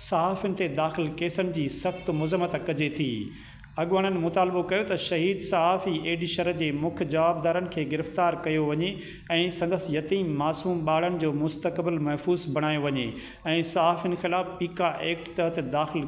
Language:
Sindhi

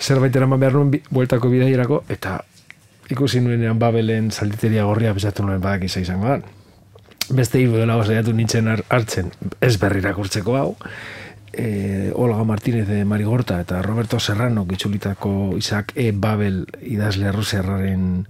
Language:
Basque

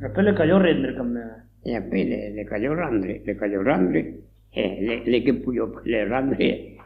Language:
Occitan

